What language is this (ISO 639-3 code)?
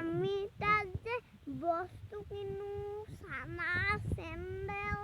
asm